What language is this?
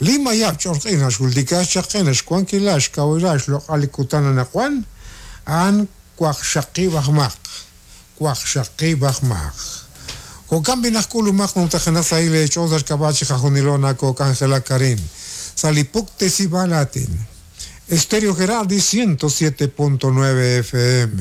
Kekchí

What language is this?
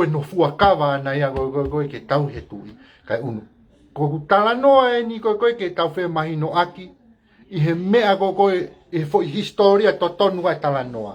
Tongan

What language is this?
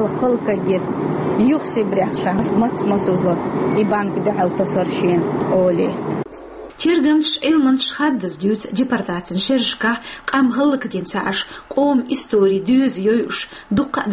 Chechen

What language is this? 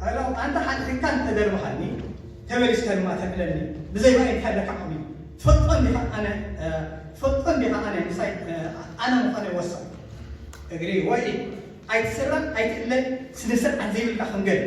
Tigrinya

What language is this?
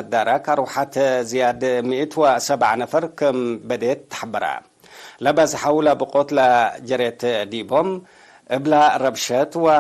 Tigre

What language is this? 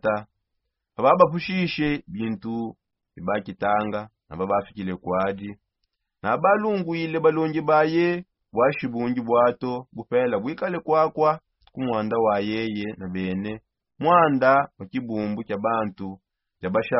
Songe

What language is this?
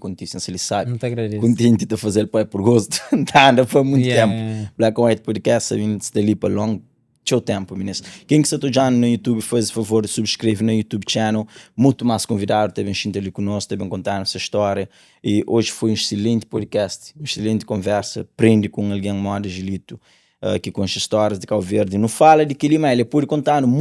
Kabuverdianu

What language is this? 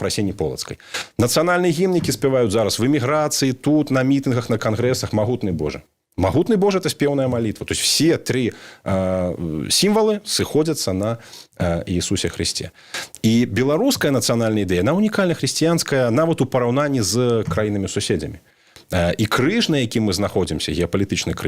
Belarusian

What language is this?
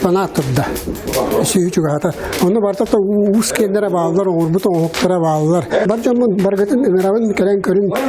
Yakut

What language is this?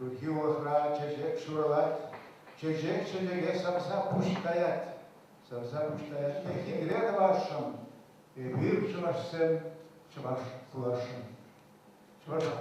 Chuvash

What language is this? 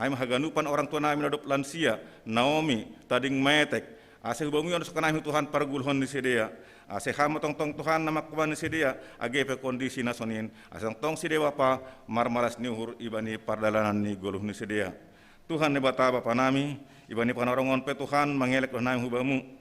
Batak Simalungun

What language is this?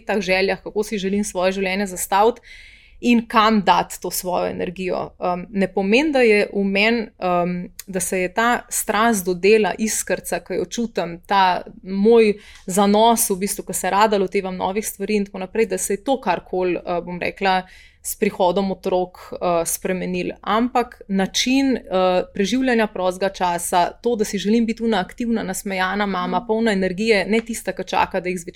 Slovenian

